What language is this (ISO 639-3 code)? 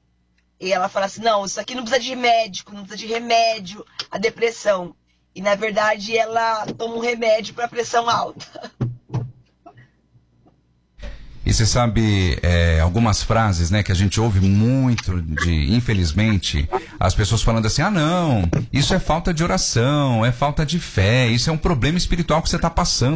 por